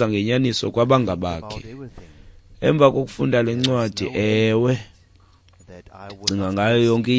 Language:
Xhosa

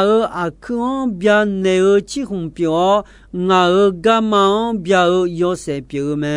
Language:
Akha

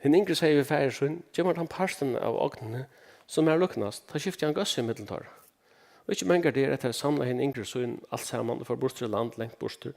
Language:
Faroese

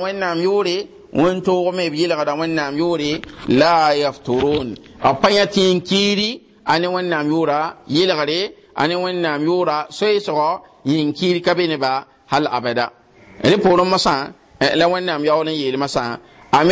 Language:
Mossi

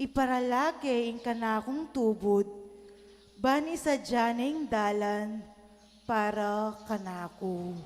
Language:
Pampanga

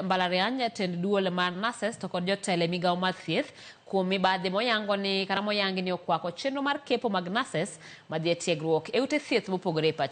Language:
Luo (Kenya and Tanzania)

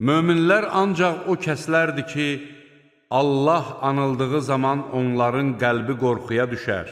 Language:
Azerbaijani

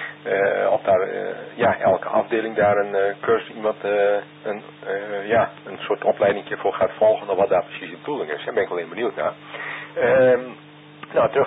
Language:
Dutch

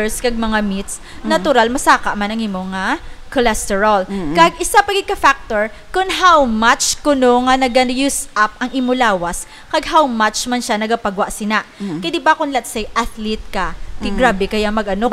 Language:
Hiligaynon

